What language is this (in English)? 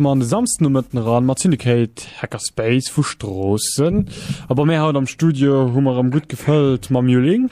Luxembourgish